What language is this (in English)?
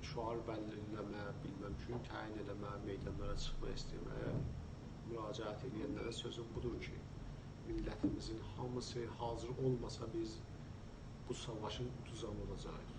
South Azerbaijani